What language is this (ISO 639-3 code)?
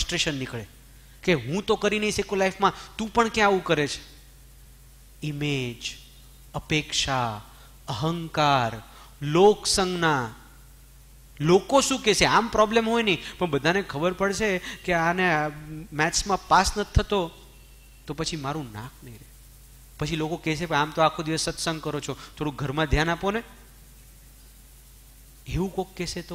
guj